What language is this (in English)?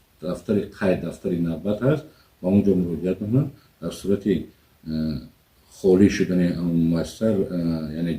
Tajik